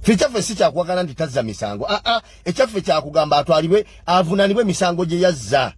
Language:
Ganda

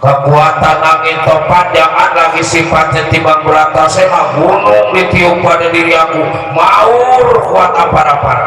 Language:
Betawi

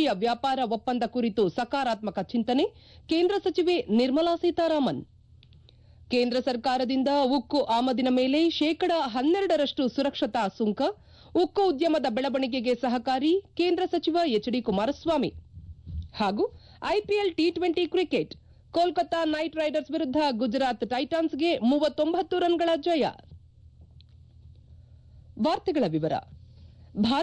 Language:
Kannada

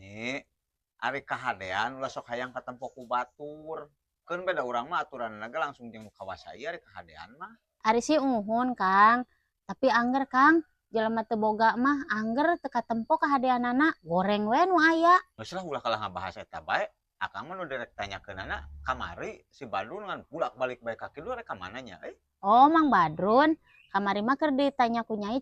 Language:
Sundanese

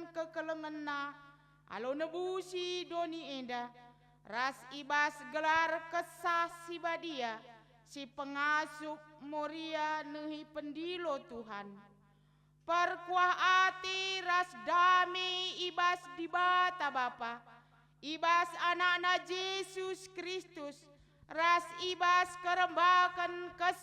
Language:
Batak Karo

